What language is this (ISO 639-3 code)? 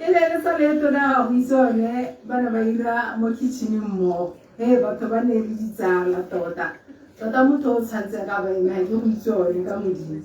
tsn